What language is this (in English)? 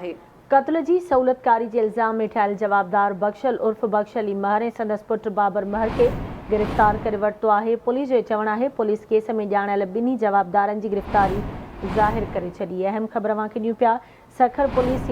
Sindhi